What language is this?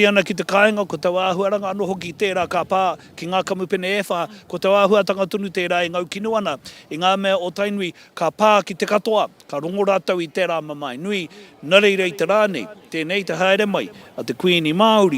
Māori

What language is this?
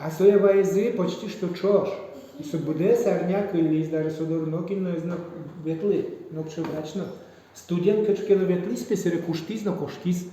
Udmurt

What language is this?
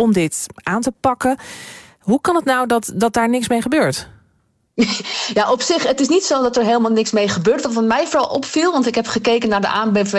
Dutch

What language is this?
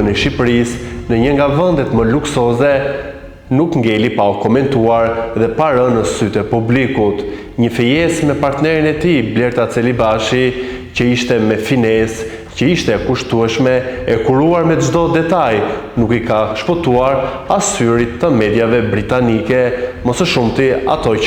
Albanian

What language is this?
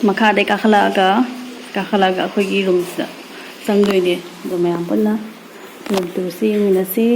Manipuri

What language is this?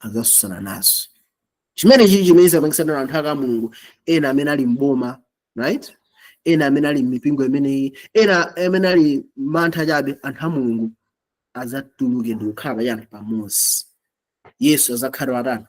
Nyanja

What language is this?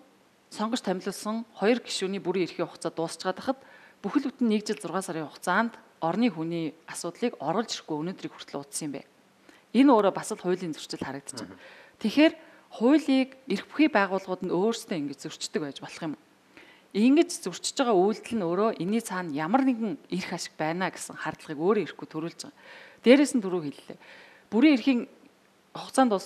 Mongolian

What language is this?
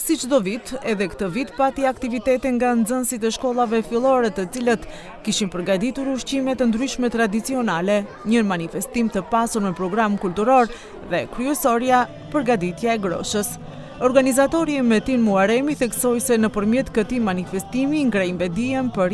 Albanian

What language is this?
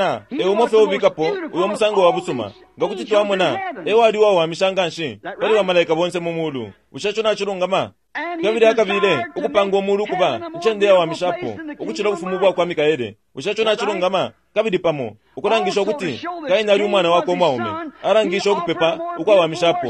Bemba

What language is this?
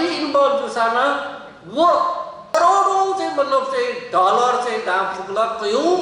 Newari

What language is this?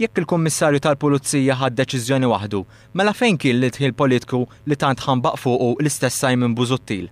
Maltese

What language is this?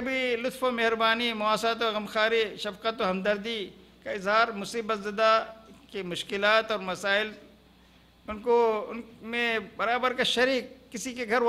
Urdu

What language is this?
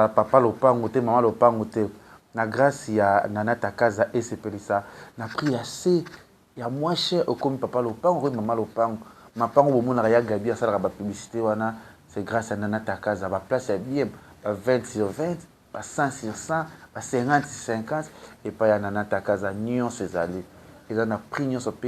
Lingala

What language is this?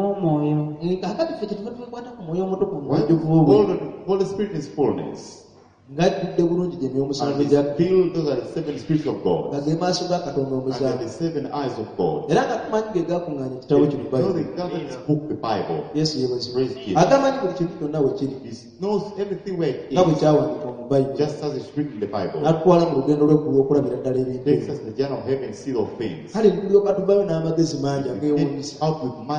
Ganda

